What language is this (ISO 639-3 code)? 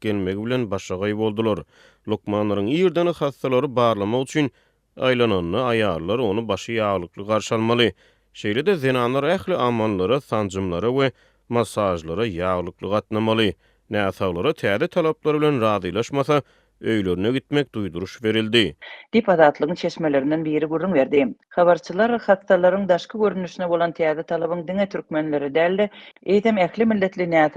tuk